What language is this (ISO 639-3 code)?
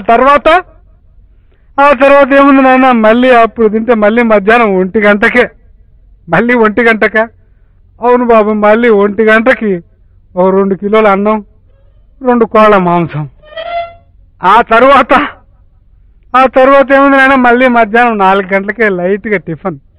tel